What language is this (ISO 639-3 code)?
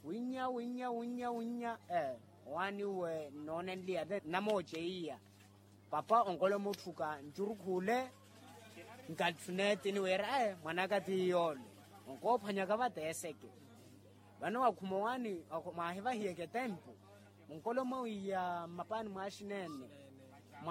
vmw